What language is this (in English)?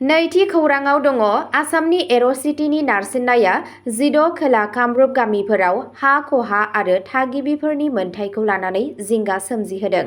Bodo